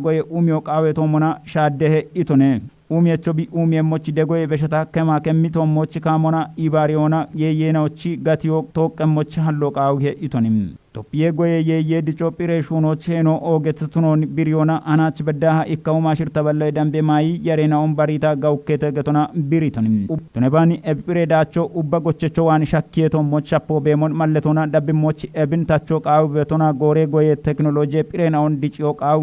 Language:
Kafa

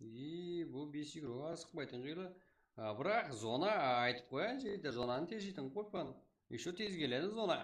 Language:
Kara-Kalpak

